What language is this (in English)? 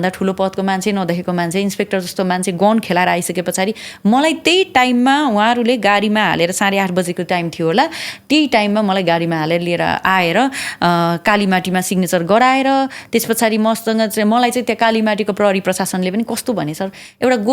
Nepali